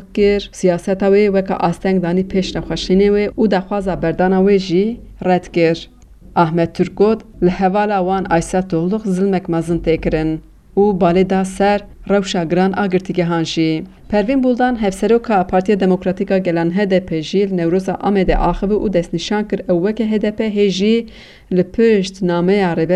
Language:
Kurdish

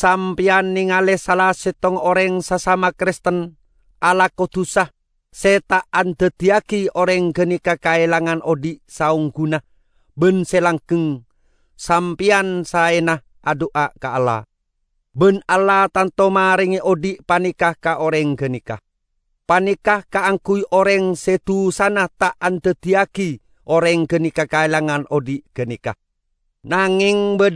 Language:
Madurese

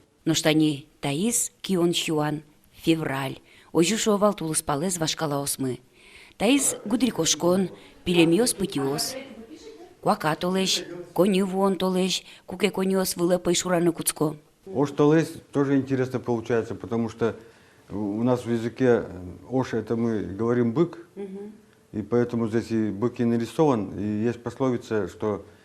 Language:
Udmurt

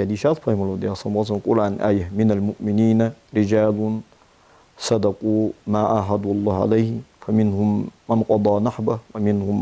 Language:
Ingush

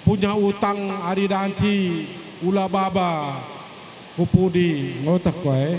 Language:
Batak Karo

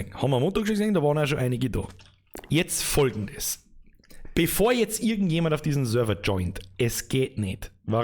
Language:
Bavarian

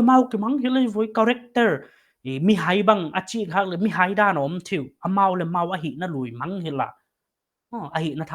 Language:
Paite Chin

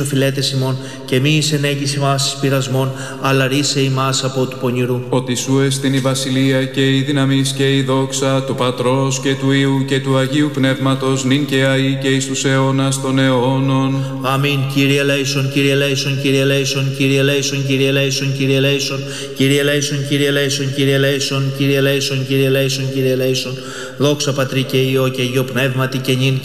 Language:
Greek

